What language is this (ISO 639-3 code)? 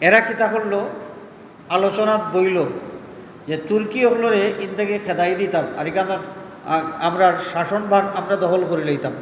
syl